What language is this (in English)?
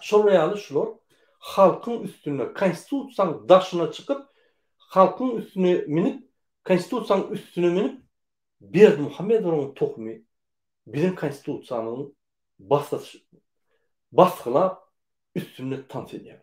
Turkmen